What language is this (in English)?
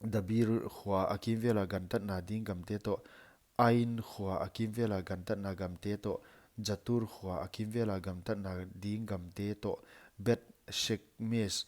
Paite Chin